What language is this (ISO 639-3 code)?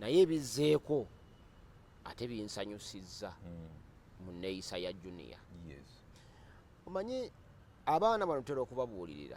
lug